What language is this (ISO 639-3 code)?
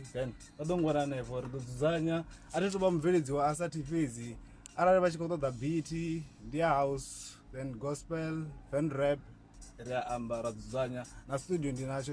ven